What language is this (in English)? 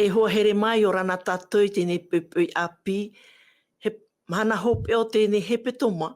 Tahitian